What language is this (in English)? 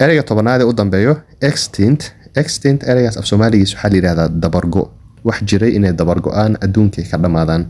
Somali